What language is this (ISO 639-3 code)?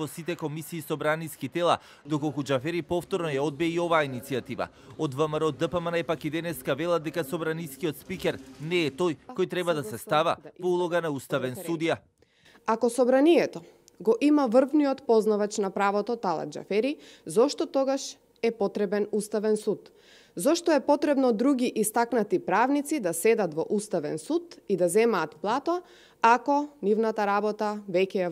mkd